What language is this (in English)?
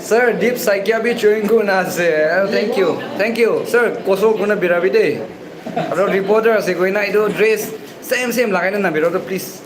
Naga Pidgin